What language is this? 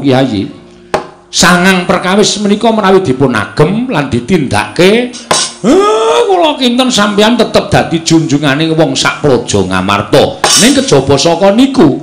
Javanese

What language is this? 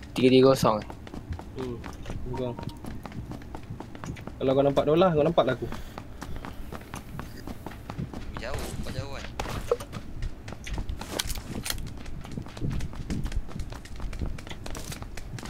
Malay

